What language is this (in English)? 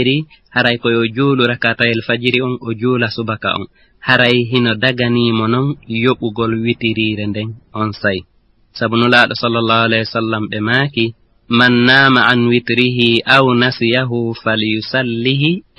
Fula